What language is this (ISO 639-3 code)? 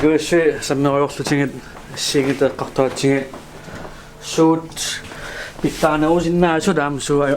kal